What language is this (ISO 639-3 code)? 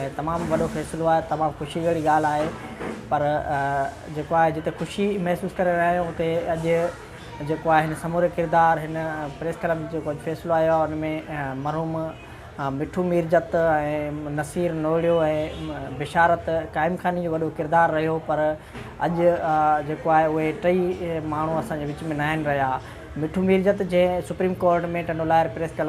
snd